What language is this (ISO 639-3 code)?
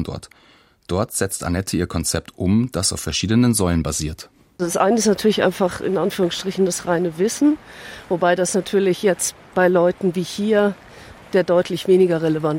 deu